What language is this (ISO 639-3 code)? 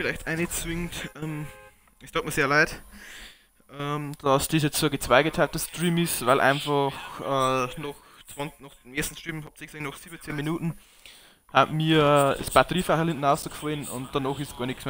bar